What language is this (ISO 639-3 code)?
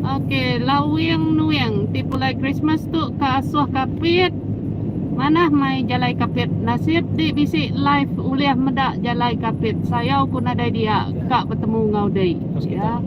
iba